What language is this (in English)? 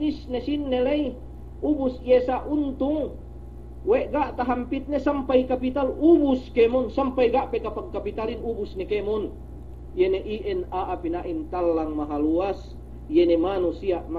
Yakan